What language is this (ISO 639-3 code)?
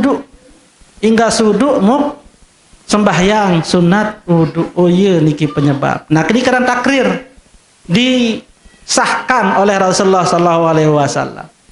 sas